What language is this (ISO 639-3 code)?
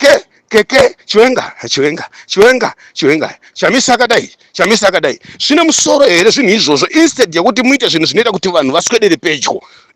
sna